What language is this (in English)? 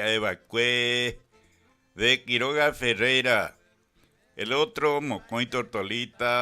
Guarani